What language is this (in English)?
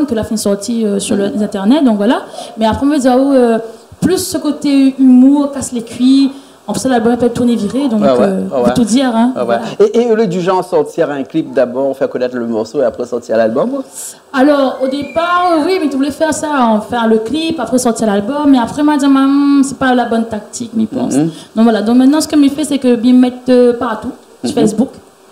Réunion Creole French